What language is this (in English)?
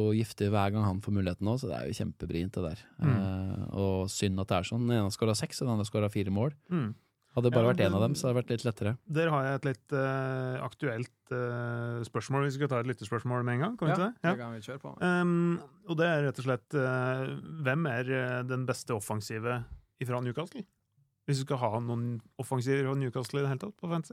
Norwegian